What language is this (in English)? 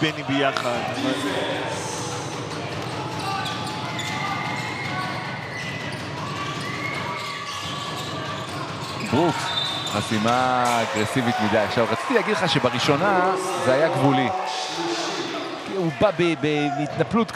Hebrew